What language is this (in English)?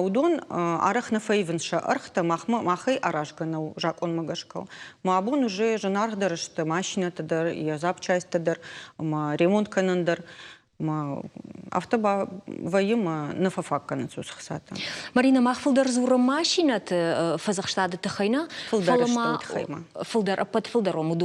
Ossetic